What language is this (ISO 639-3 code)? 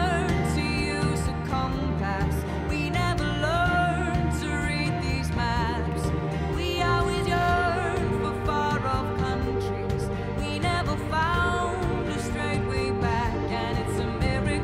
fry